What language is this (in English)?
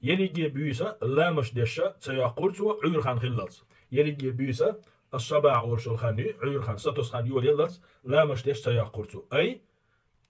Chechen